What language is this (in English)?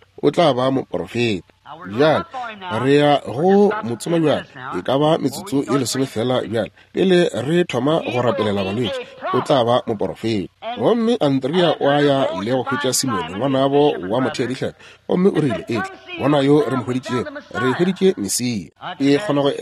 Northern Sotho